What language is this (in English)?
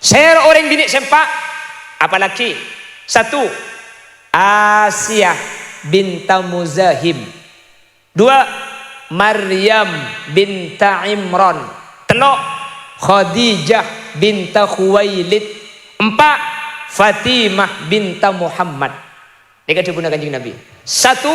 Madurese